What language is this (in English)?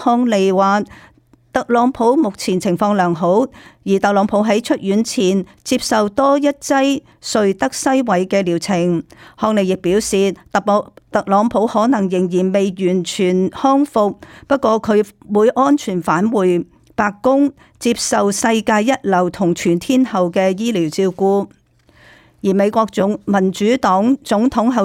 Cantonese